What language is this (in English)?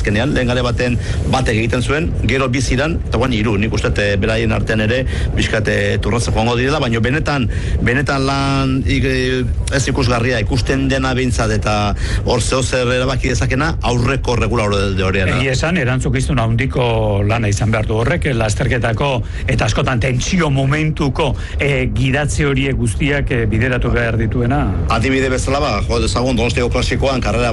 Basque